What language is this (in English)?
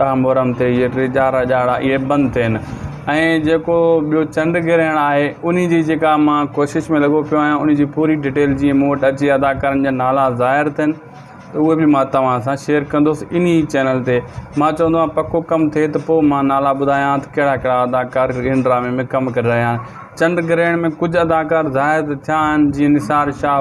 Sindhi